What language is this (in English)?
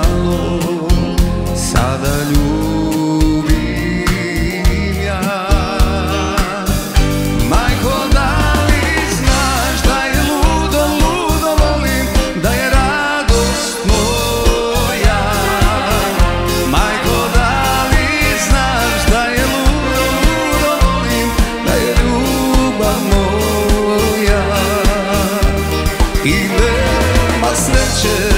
Serbian